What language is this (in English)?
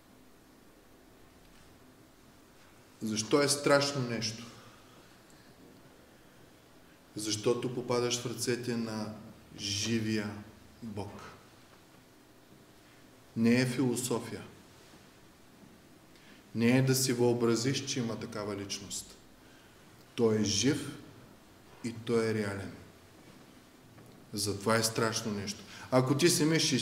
Bulgarian